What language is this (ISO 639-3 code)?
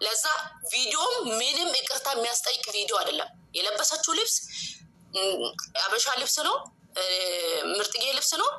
amh